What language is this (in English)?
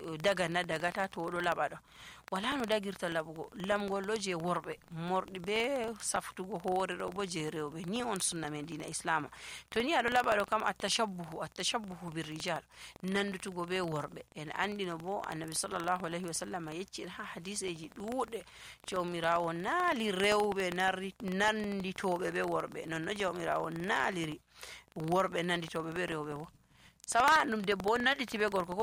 Nigerian Fulfulde